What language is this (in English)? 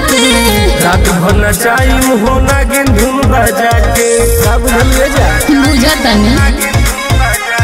Bhojpuri